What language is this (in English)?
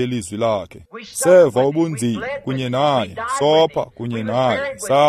Xhosa